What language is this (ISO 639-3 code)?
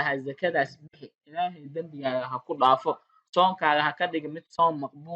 som